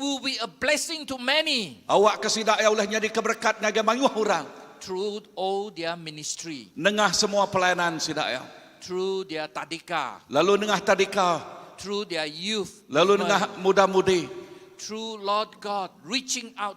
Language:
Iban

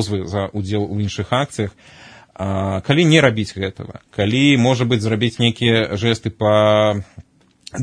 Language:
Belarusian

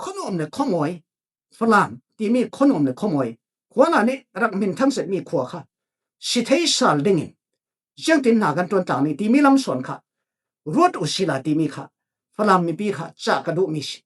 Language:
Falam Chin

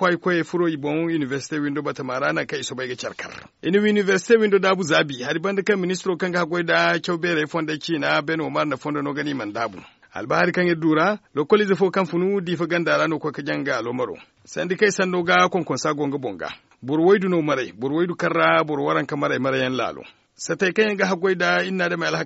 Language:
Zarma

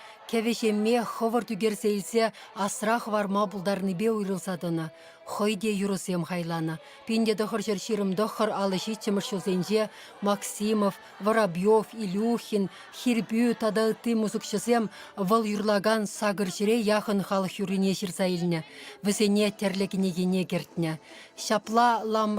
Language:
Chuvash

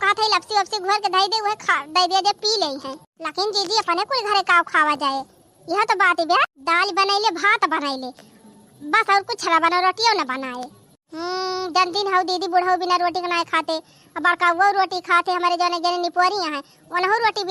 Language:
Awadhi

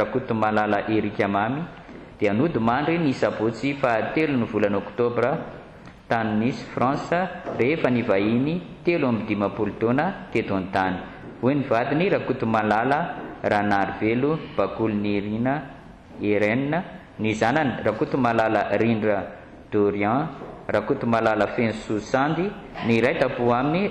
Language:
Malagasy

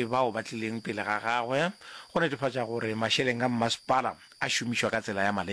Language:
Northern Sotho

